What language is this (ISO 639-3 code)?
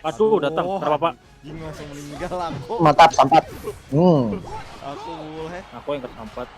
bjn